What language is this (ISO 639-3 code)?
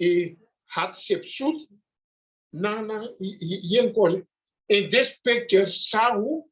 pap